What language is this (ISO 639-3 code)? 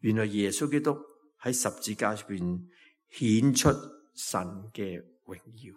yue